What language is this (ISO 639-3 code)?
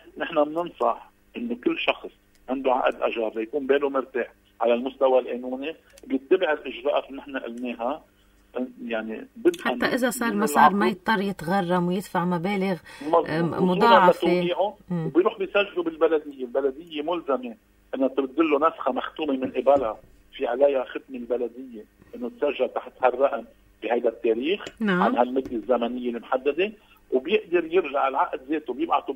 apc